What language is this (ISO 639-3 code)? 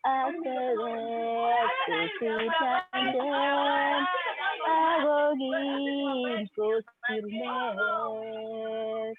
kln